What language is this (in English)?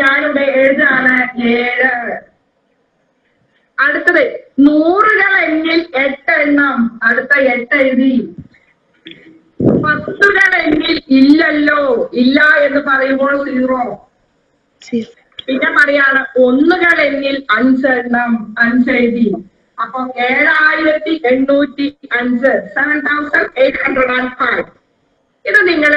Malayalam